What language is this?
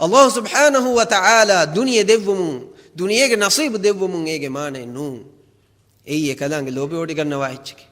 Divehi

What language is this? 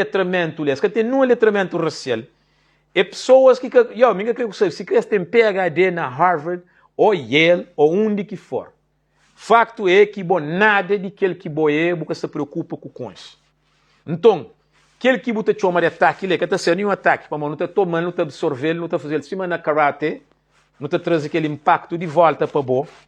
Kabuverdianu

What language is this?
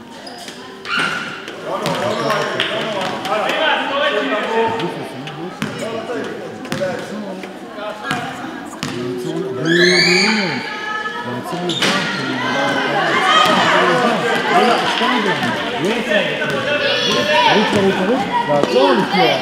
Hebrew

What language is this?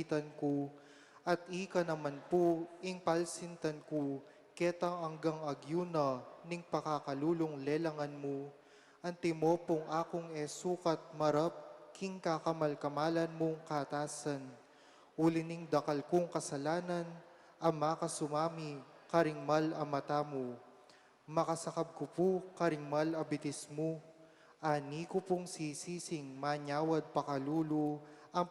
Pampanga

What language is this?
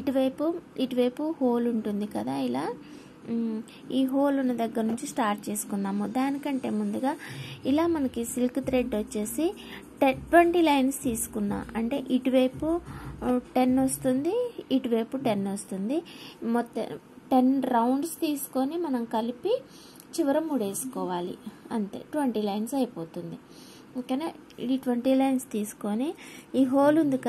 Telugu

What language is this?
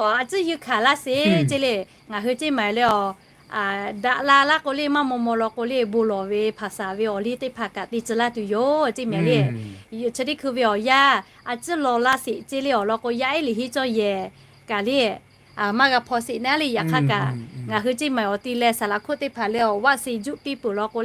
Lahu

